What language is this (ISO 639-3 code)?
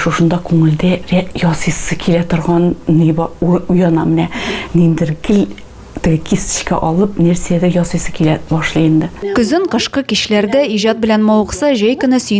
tat